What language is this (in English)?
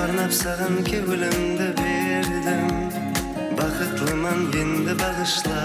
Kara-Kalpak